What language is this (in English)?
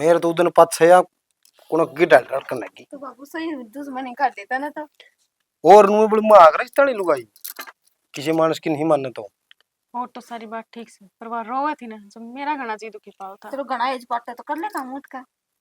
Haryanvi